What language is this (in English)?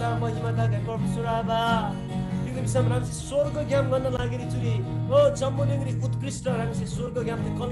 Eastern Tamang